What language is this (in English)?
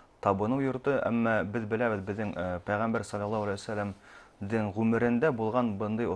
Bashkir